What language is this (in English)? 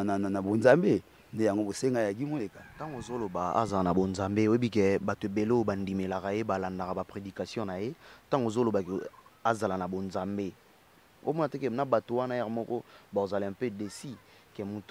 Lingala